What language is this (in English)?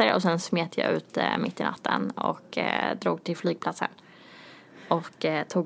Swedish